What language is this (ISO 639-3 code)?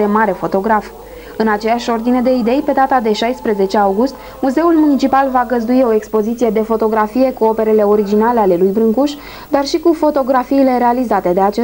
ron